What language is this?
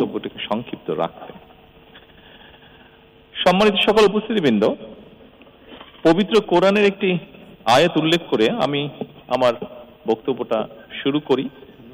Bangla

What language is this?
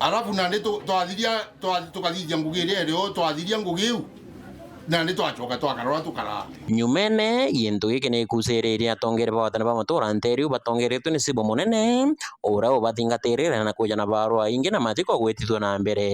Meru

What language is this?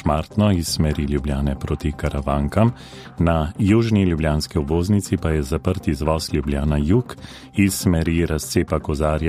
Slovenian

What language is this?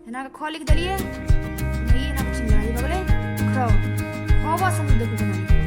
Maithili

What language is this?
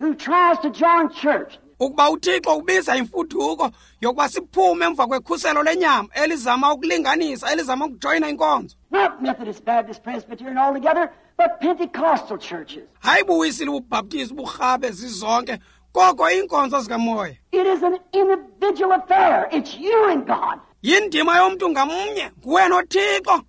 Xhosa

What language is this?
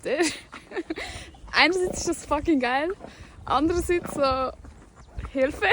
Swiss German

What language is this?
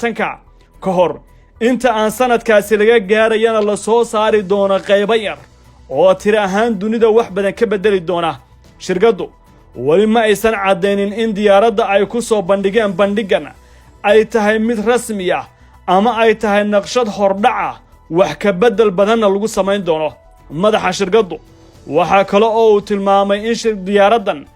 Somali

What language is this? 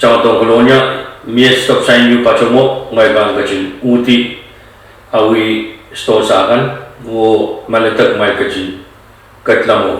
Pohnpeian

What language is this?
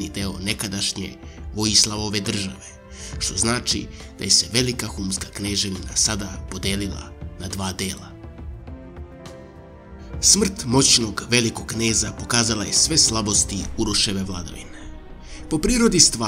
Serbian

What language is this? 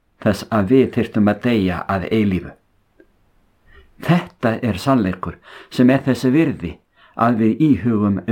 Icelandic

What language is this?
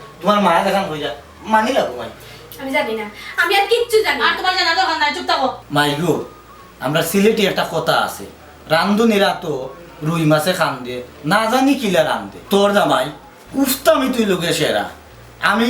Sylheti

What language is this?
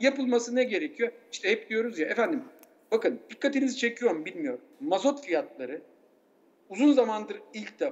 Turkish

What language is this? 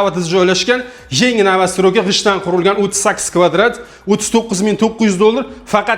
Uzbek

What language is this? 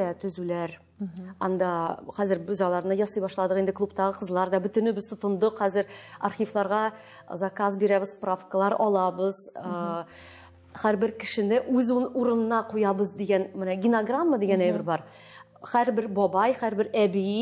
Tatar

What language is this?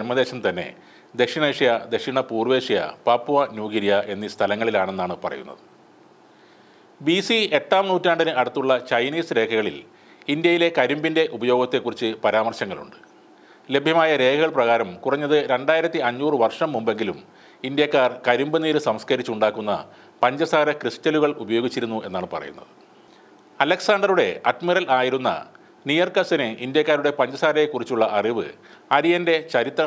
Malayalam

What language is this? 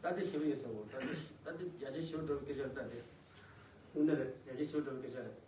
Tibetan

